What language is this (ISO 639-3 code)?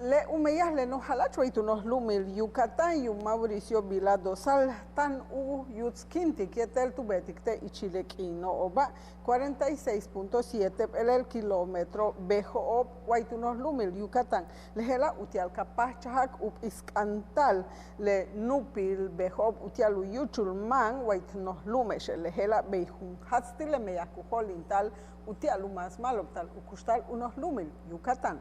yua